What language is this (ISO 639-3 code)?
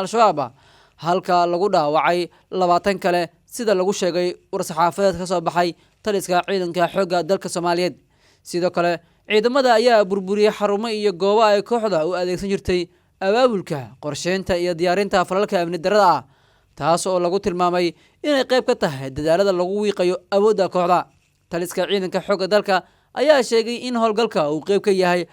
som